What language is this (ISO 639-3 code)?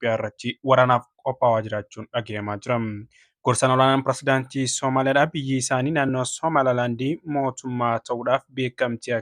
orm